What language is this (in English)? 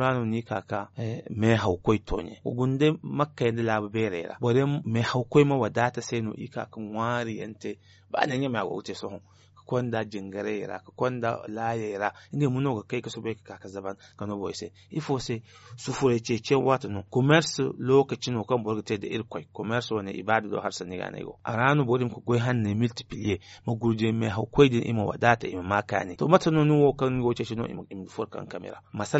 Zarma